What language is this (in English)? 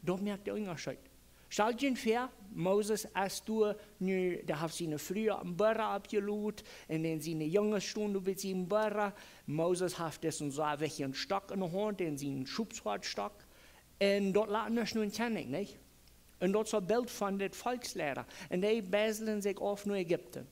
Plautdietsch